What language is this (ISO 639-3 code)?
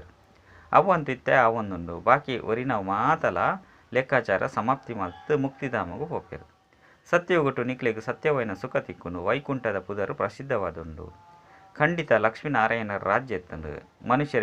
tcy